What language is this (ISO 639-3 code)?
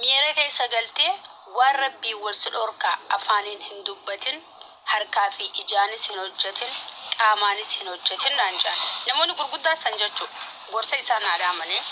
orm